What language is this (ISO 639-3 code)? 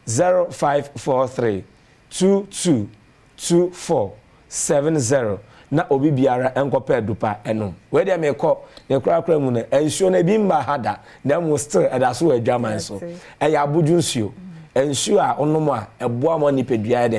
aka